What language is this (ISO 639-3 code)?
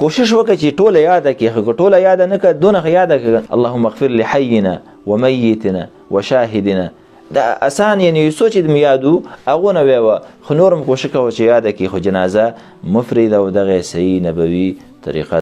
pus